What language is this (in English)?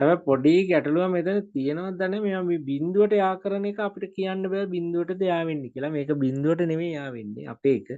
Sinhala